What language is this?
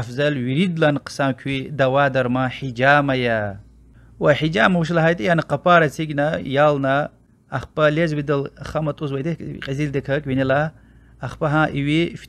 Lezghian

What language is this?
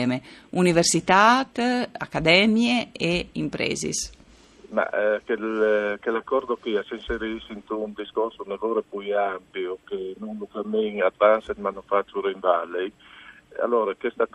Friulian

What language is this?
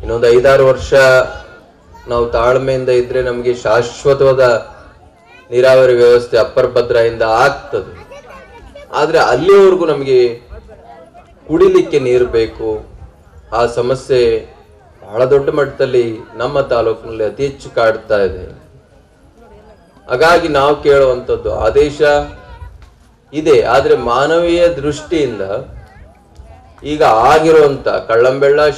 Kannada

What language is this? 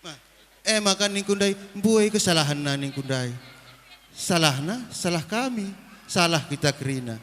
Batak Karo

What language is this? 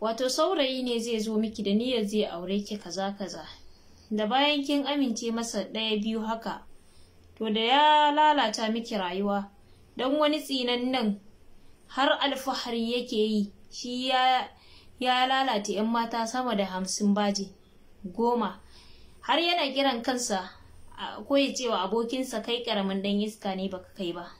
Hausa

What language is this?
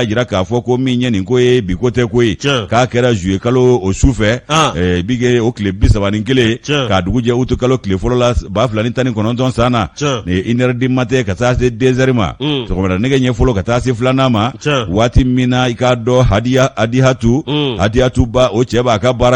Bambara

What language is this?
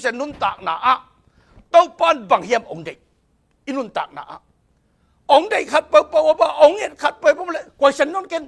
Tedim Chin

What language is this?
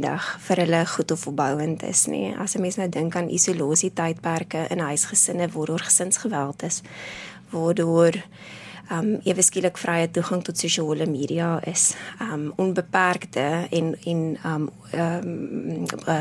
Afrikaans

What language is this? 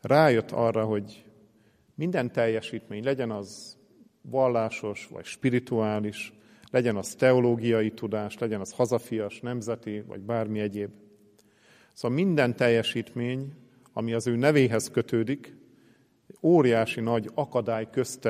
Hungarian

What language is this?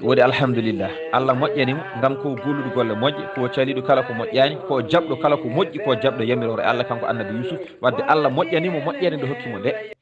Fula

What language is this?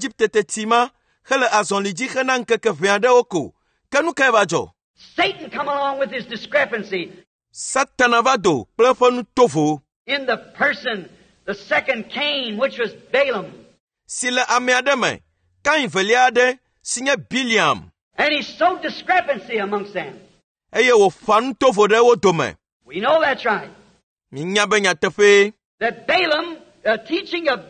Ewe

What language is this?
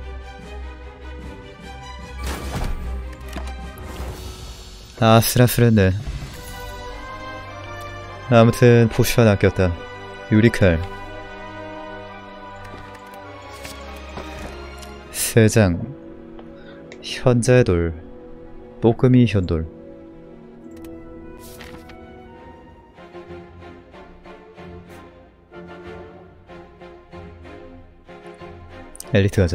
Korean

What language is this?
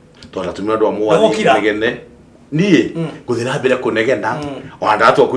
Kikuyu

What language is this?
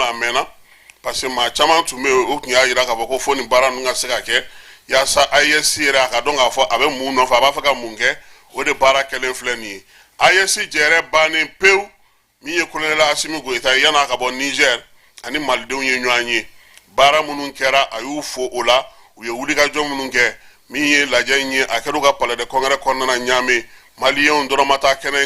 Bambara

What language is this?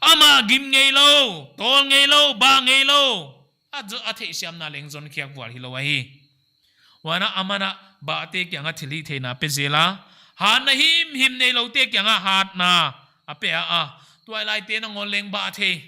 Paite Chin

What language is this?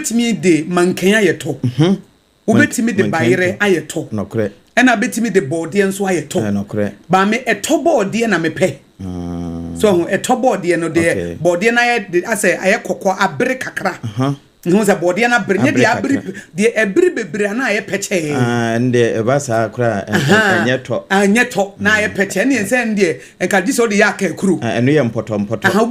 Akan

